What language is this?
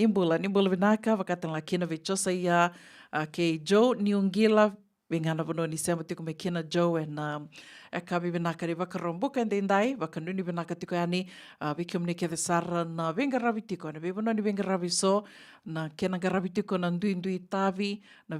Fijian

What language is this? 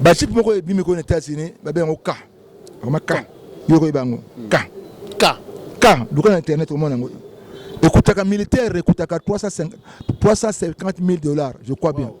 Lingala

